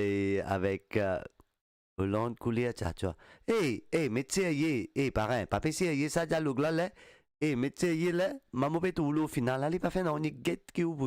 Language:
Morisyen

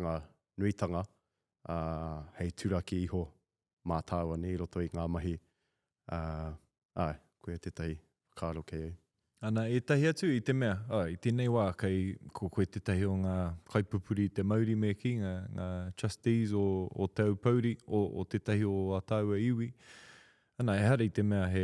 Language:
Māori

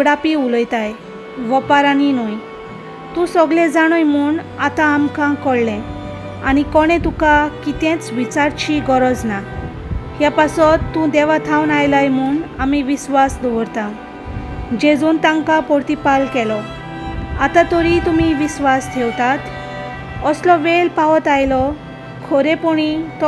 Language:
Konkani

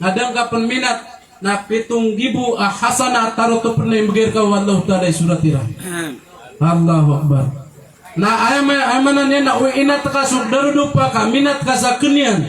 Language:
Maranao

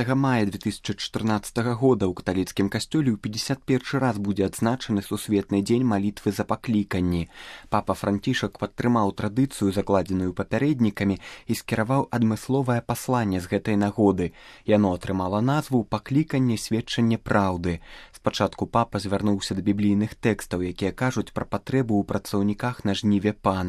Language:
Belarusian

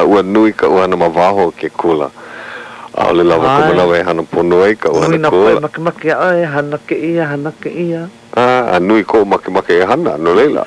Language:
Hawaiian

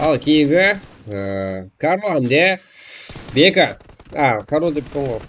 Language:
Kara-Kalpak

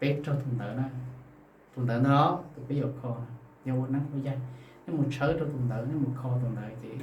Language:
Hmong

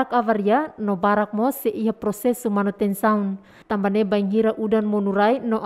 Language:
Tetum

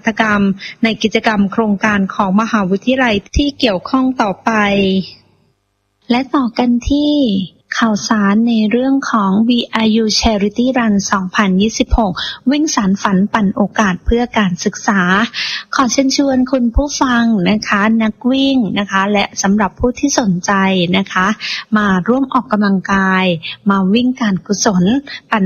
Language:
Thai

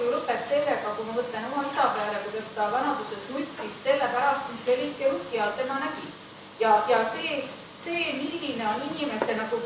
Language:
Estonian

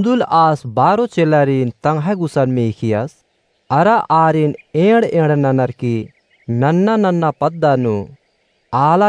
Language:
Kurukh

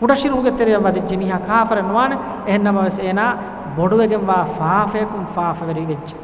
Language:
Divehi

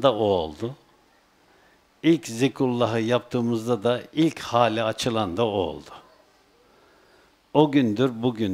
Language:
Turkish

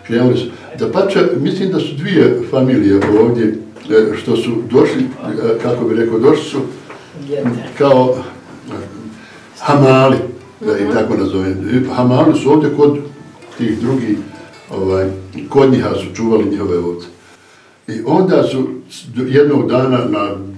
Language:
Bosnian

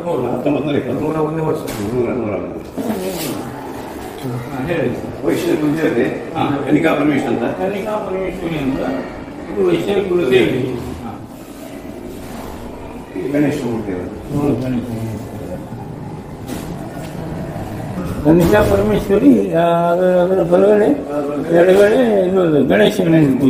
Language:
Kannada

